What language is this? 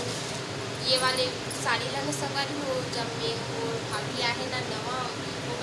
Chhattisgarhi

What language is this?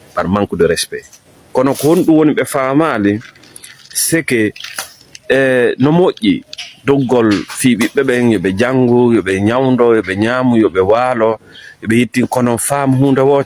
Fula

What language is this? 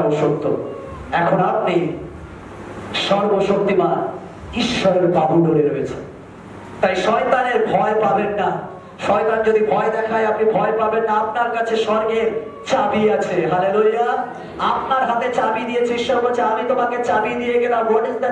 Bangla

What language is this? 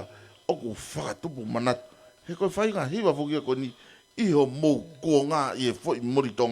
Tongan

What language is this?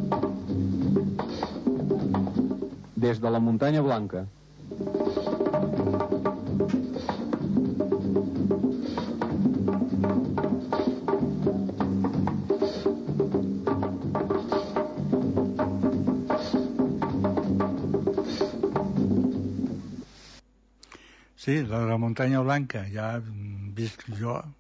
Catalan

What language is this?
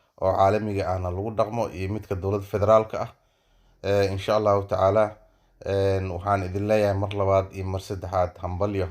Somali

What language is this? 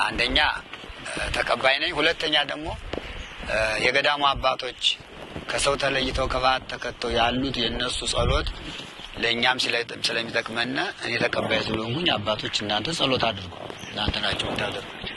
Amharic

